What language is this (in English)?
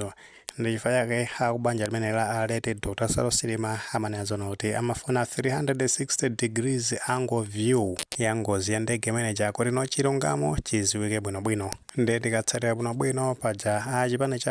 Nyanja